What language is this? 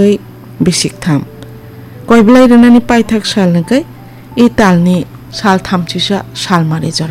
Kok Borok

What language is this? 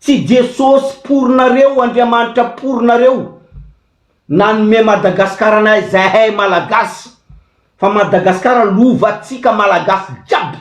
Malagasy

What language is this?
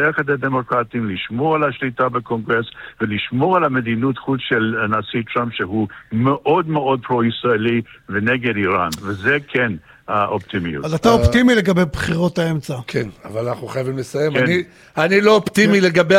Hebrew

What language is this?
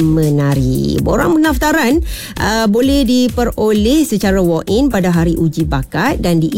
Malay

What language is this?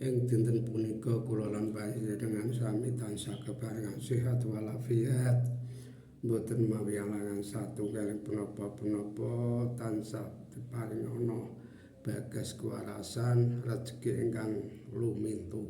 Javanese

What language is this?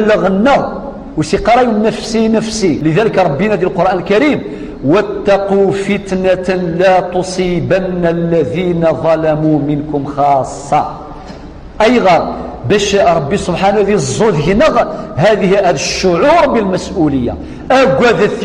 Kabyle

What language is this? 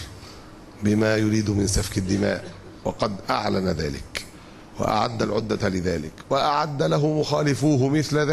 Arabic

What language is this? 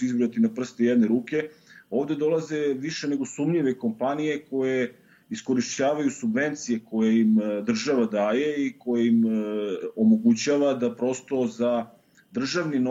Bosnian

